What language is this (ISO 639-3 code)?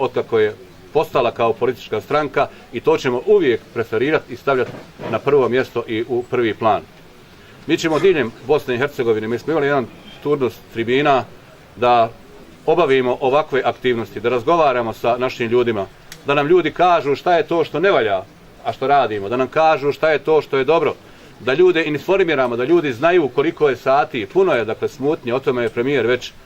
bos